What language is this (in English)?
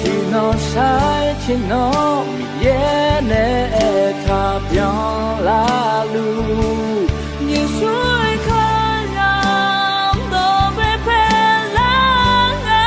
Akha